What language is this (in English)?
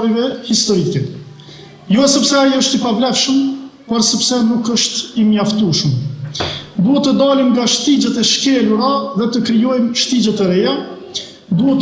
Albanian